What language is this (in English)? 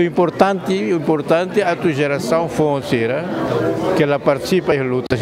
Tetum